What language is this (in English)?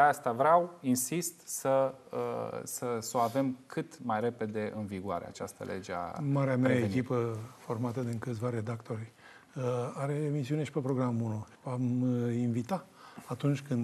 Romanian